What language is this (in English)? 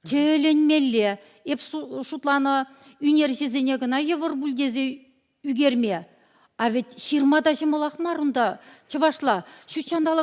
Chuvash